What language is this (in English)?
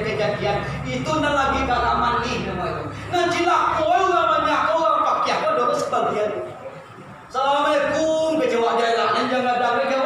Minangkabau